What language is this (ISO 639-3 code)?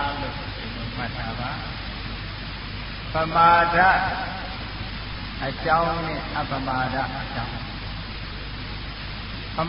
mya